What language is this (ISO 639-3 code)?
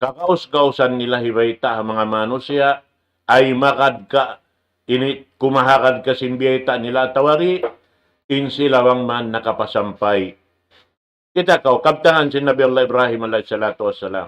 tsg